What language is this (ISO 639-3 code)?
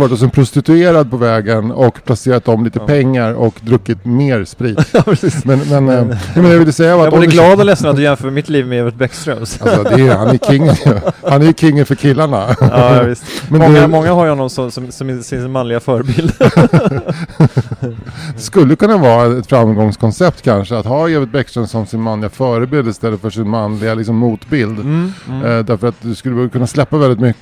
swe